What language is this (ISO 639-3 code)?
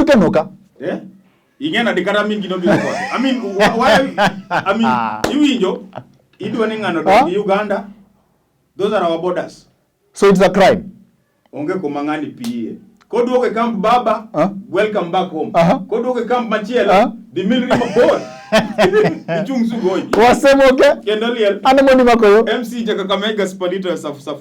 luo